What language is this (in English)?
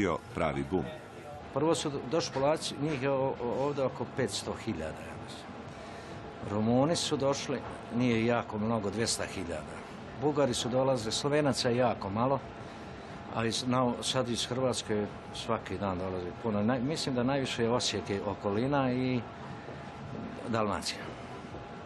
Croatian